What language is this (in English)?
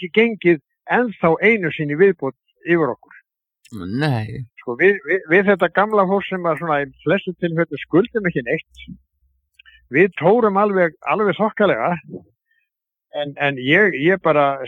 Icelandic